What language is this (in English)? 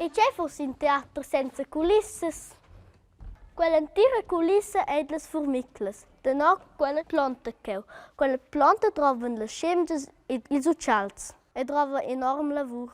Romansh